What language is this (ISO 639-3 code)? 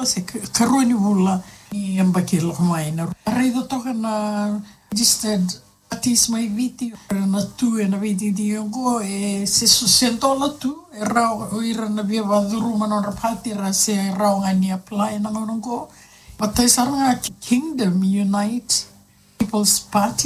fij